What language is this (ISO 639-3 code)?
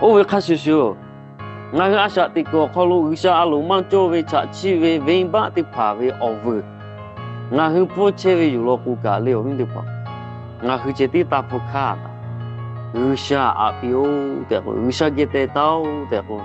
lhu